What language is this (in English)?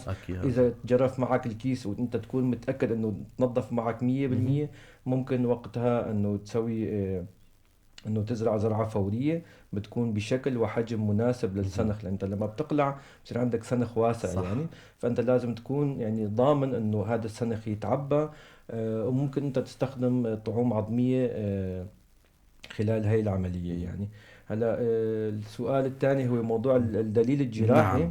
North Levantine Arabic